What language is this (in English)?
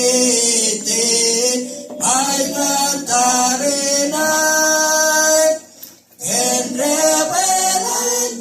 Marshallese